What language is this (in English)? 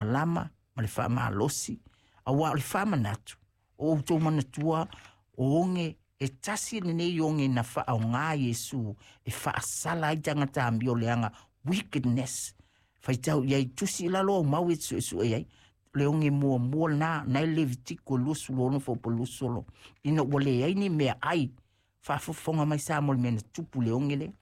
Samoan